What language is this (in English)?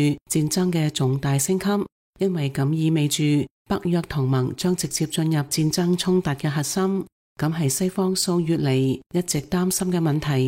Cantonese